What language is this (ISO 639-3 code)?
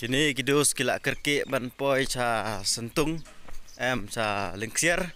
kha